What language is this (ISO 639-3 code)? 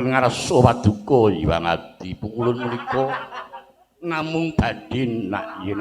jav